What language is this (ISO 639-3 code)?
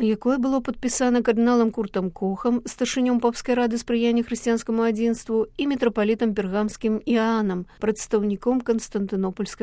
bel